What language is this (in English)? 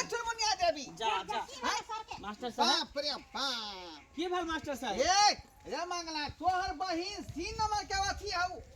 Maithili